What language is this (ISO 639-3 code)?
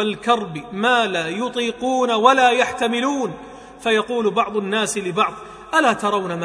ara